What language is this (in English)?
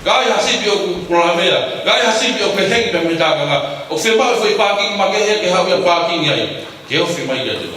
Tongan